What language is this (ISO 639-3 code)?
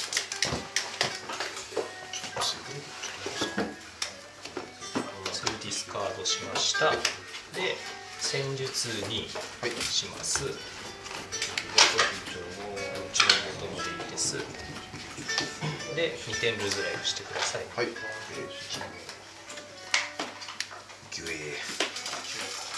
jpn